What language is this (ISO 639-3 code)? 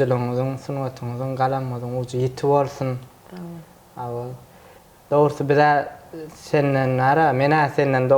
tuk